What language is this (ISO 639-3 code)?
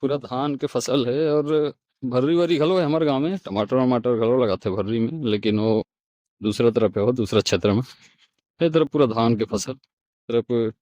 hne